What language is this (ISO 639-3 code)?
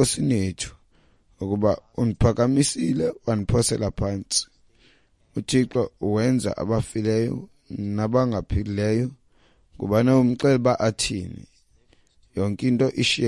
xho